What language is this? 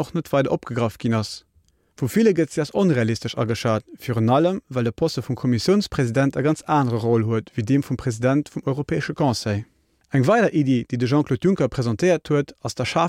Luxembourgish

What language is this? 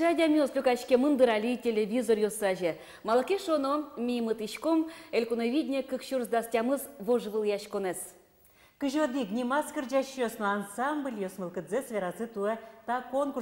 Udmurt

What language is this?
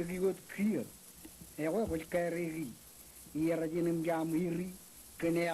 Marshallese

